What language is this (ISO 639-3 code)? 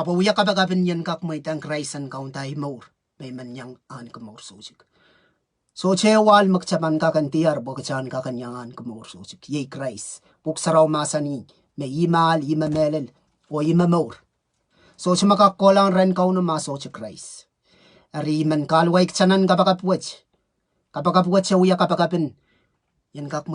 pon